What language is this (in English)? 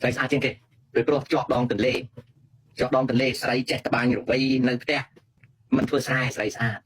Khmer